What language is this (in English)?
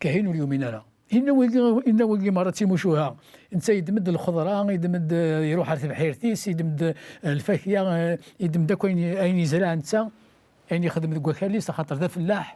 Kabyle